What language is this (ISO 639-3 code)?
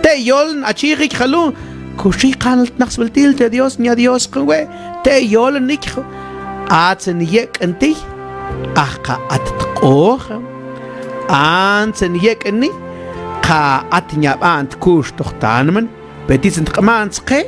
mam